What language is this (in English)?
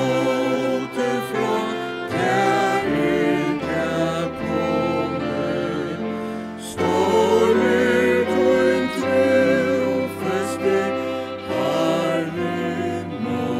Faroese